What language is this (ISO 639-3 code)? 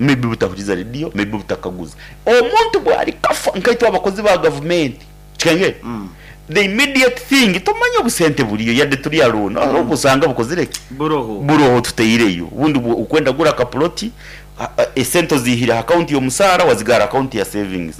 nyn